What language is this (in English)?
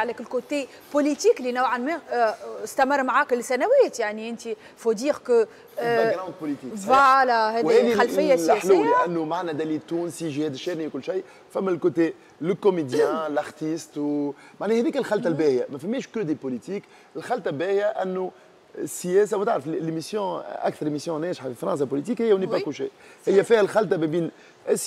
Tunisian Arabic